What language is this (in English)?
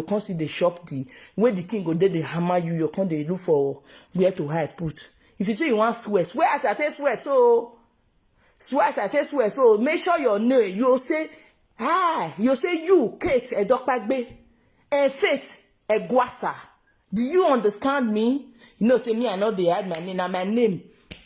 Nigerian Pidgin